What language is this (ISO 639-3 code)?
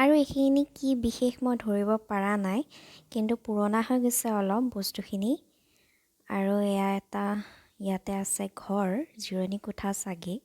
asm